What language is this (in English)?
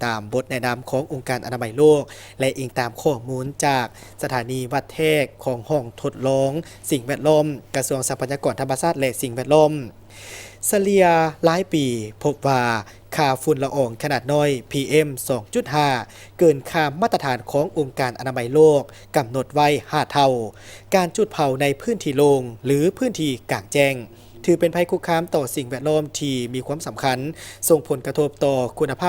Lao